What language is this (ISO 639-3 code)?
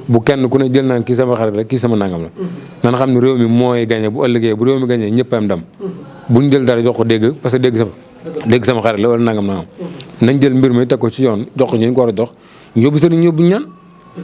wol